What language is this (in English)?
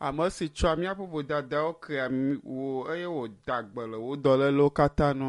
Ewe